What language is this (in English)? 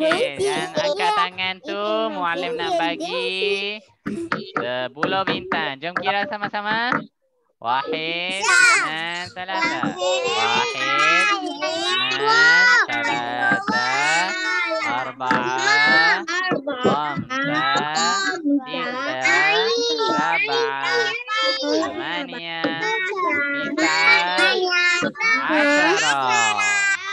Malay